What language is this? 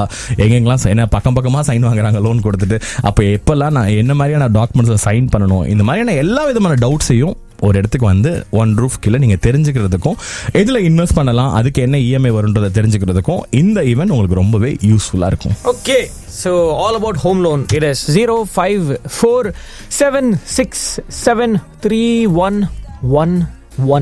Tamil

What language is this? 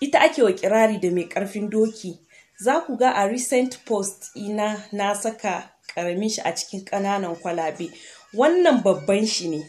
Hausa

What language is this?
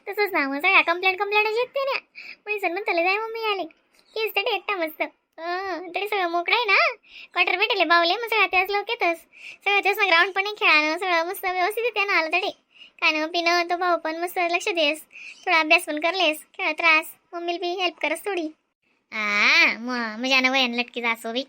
Khandesi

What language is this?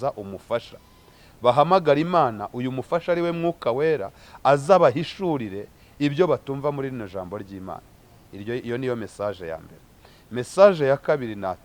Kinyarwanda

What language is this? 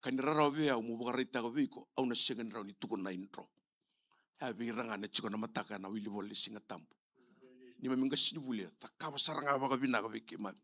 Fijian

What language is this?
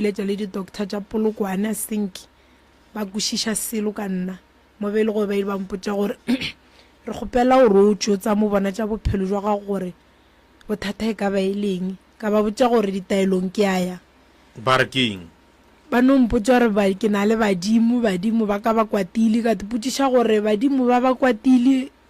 Northern Sotho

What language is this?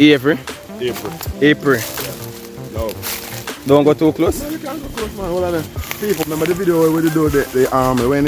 Jamaican Creole English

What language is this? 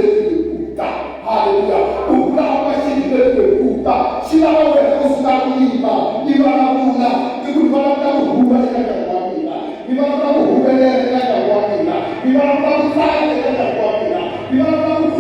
Tsonga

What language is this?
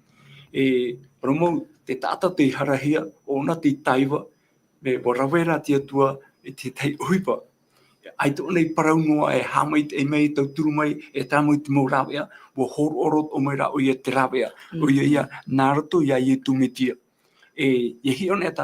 Tahitian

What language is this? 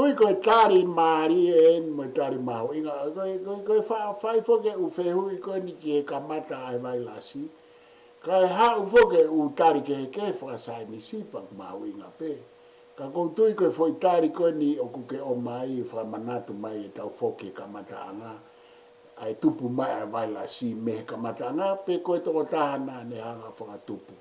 Tongan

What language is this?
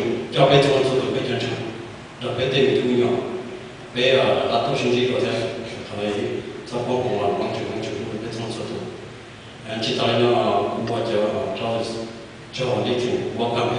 Hmong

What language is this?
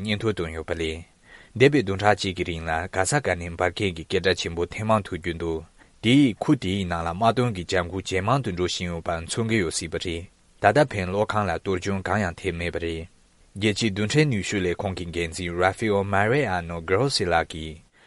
Tibetan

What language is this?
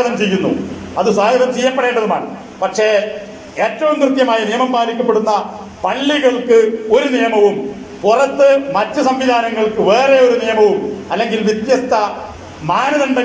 Malayalam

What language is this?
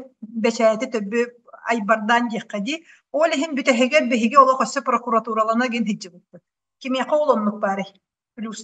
Yakut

